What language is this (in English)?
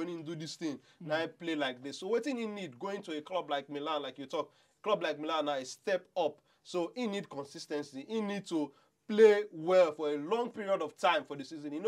Nigerian Pidgin